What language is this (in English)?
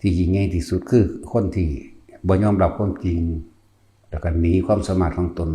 Lao